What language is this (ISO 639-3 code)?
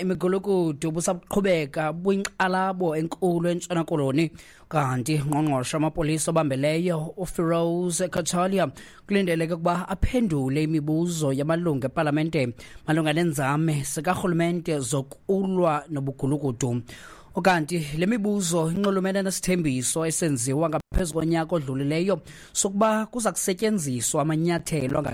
xho